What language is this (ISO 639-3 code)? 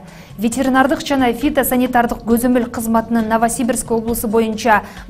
kir